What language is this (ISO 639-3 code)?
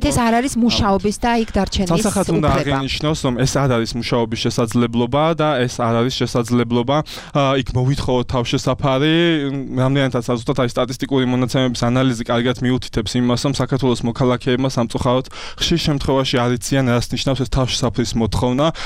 kat